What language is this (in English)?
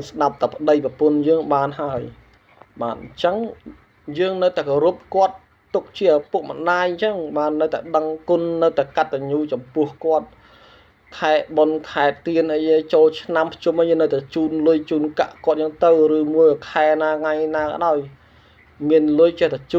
Khmer